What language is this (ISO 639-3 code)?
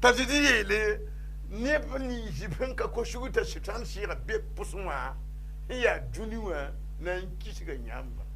mos